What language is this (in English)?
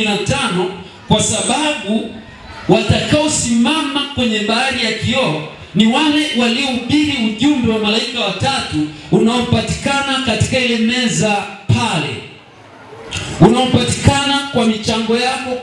Swahili